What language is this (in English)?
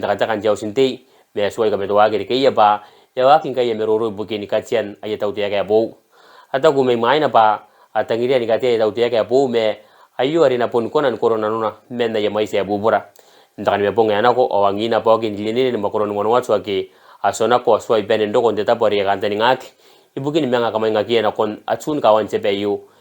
Gilbertese